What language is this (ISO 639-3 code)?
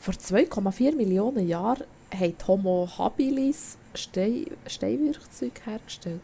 gsw